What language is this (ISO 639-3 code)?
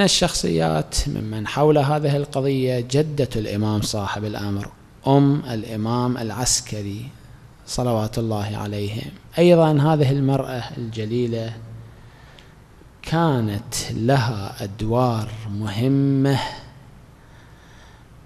ara